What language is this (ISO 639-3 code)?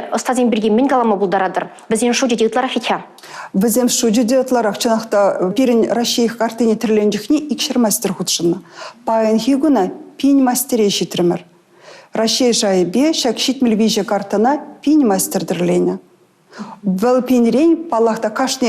chv